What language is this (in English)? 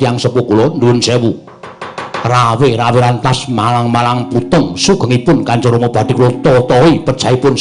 Javanese